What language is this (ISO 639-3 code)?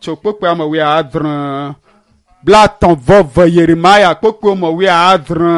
ewe